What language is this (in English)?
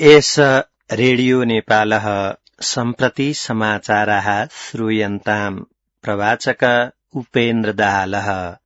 Sanskrit